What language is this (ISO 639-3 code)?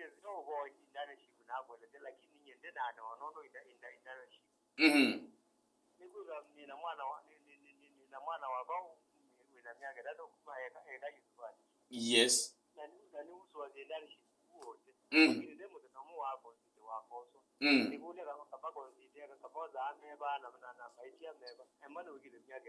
kam